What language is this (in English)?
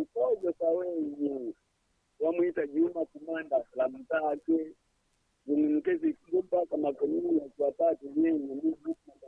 Swahili